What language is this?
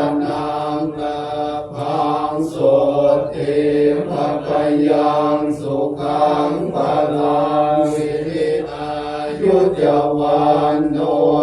Pali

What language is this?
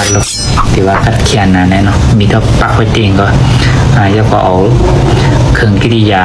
Shan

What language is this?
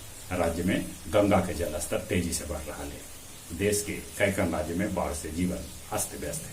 Magahi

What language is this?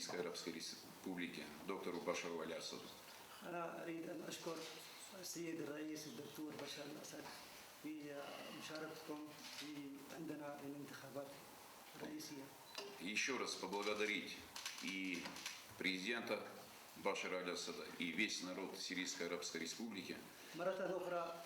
Ossetic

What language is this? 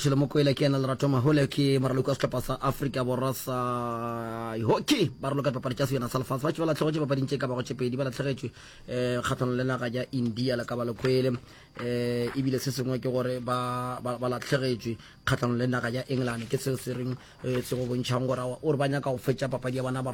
Northern Sotho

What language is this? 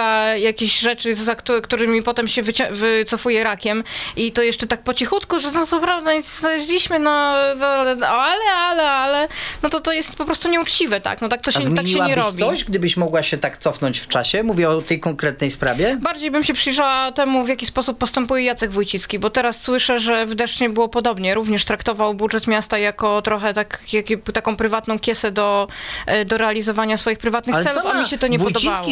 Polish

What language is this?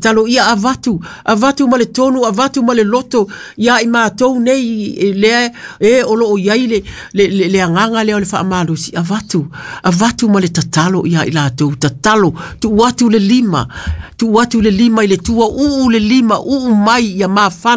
Samoan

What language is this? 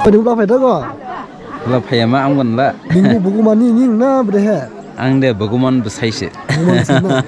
Dimasa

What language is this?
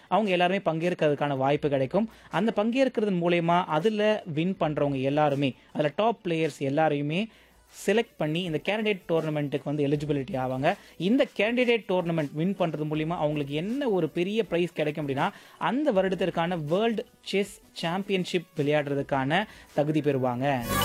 Tamil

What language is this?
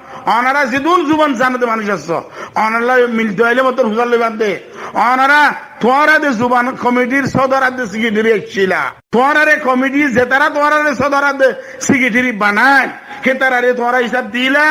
Rohingya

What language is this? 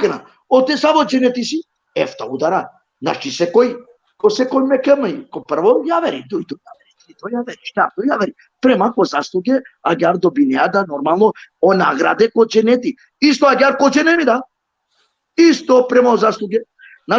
Balkan Romani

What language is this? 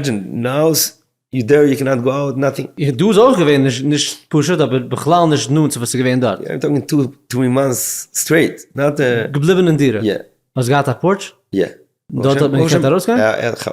Yiddish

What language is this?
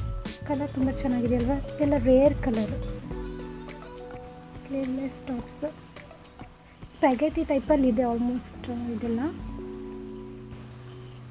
Kannada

